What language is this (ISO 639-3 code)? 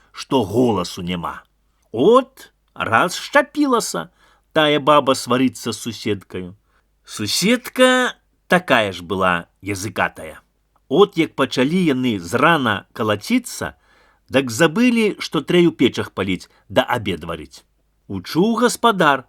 bel